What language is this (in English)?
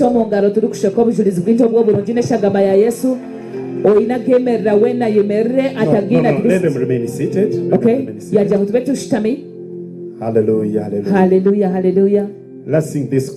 Nyankole